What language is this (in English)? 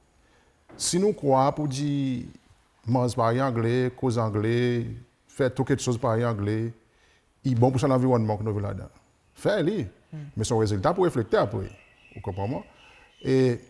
Seselwa Creole French